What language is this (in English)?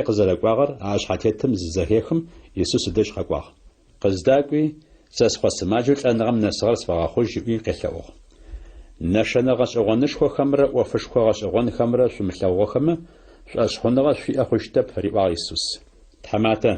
Adyghe